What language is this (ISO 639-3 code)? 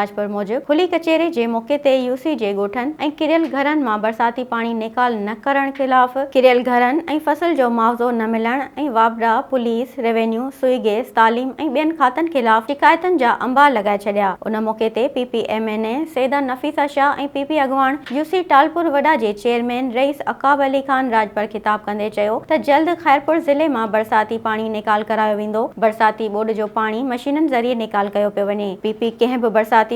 snd